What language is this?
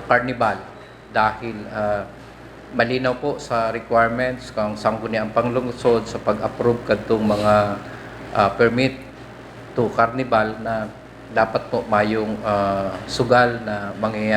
Bikol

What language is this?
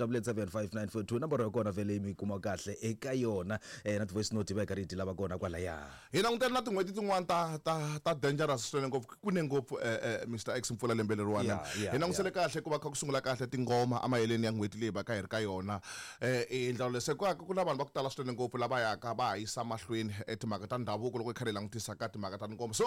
Tsonga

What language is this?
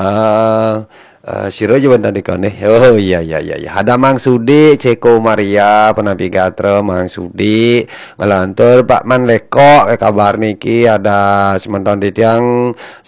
Balinese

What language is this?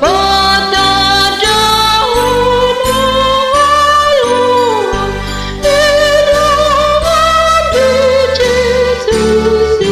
Batak Toba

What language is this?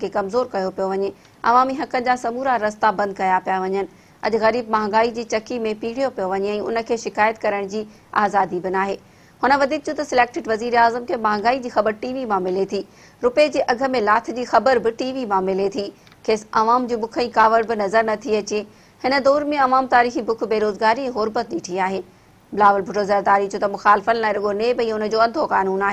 Sindhi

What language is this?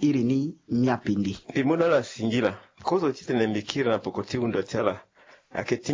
Sango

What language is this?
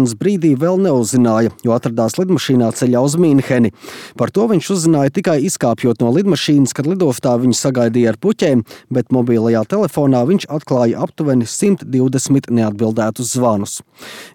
Latvian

